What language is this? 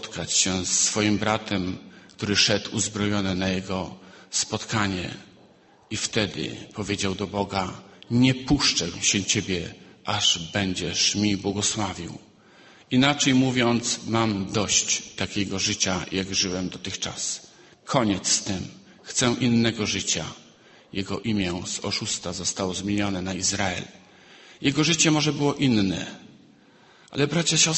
Polish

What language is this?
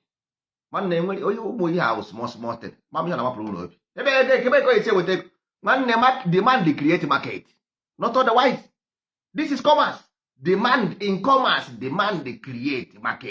Igbo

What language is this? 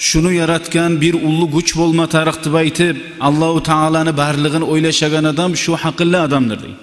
Kumyk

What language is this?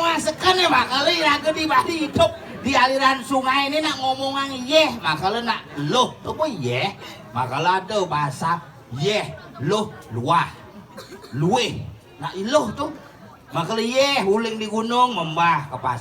Balinese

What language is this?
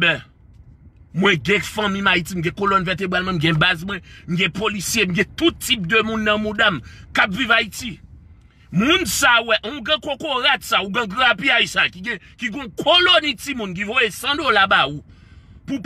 Haitian Creole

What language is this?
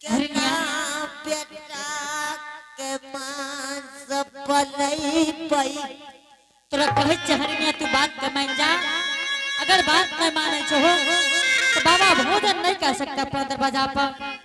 Angika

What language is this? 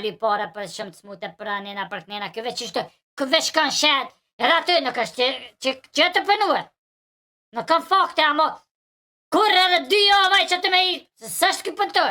Albanian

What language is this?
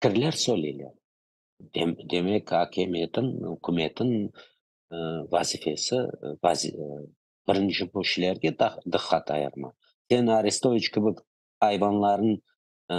Crimean Tatar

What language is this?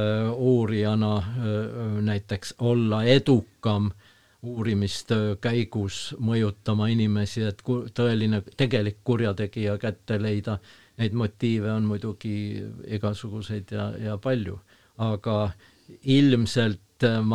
Estonian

